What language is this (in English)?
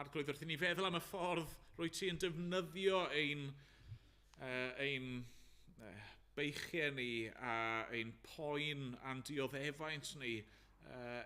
Welsh